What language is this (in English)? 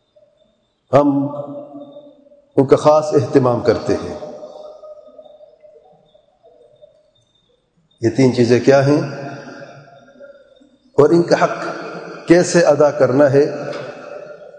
Urdu